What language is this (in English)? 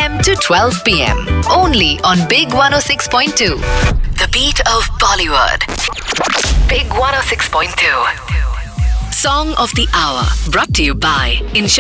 English